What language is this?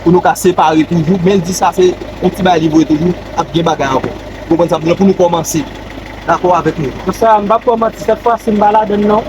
Haitian Creole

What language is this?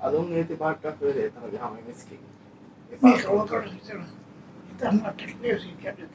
Divehi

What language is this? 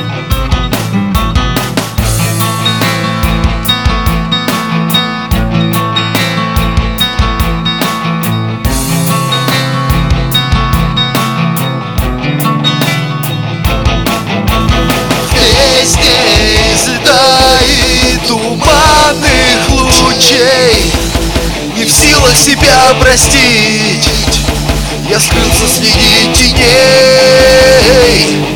Russian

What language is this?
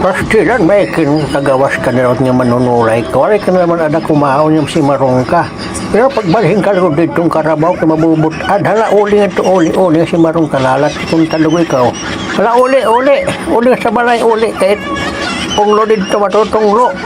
Waray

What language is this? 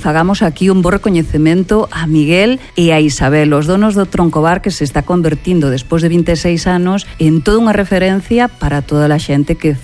Galician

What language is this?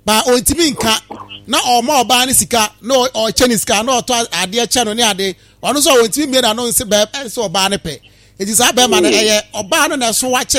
Akan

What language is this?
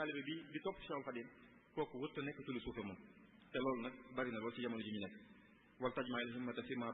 Wolof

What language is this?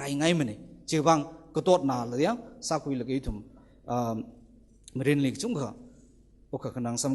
Tangkhul Naga (India)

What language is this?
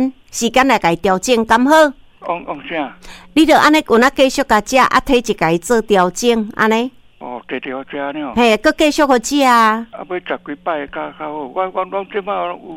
Min Nan Chinese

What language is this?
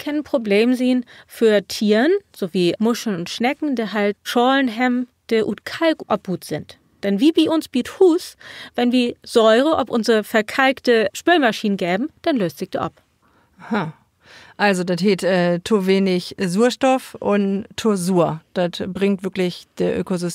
Low German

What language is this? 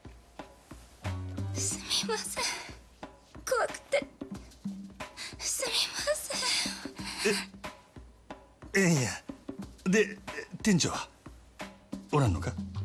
Japanese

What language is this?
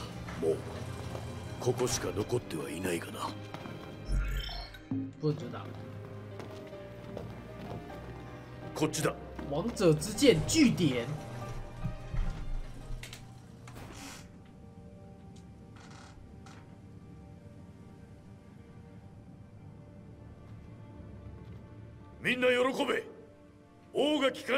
Japanese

